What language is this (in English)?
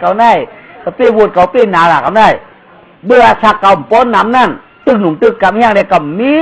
Shan